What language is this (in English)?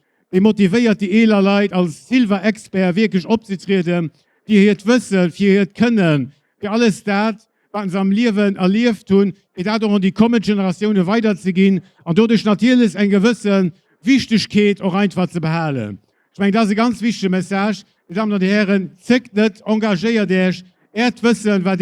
Luxembourgish